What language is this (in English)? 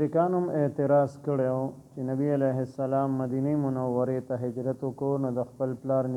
Pashto